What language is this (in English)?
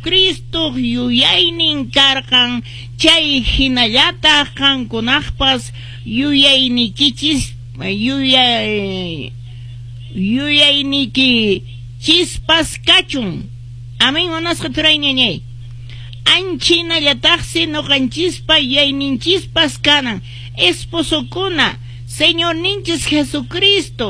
Quechua